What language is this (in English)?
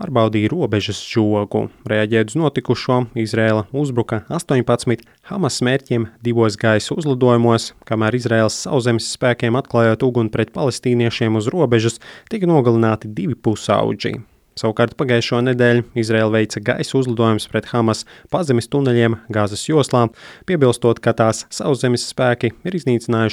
Latvian